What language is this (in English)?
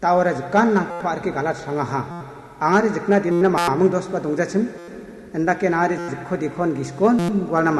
Garo